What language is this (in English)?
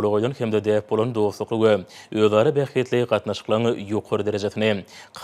Turkmen